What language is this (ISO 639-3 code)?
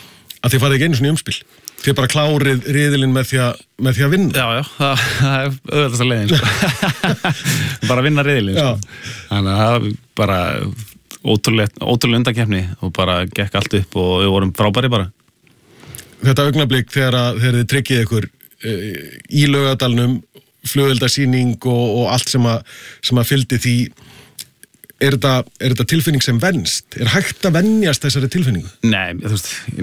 isl